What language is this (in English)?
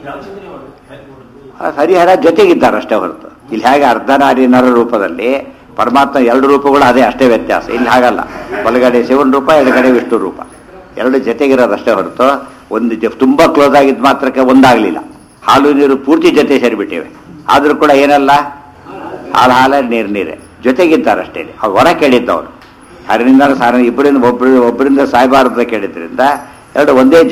Kannada